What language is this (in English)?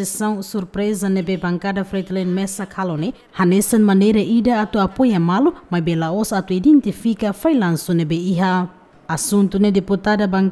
Tetum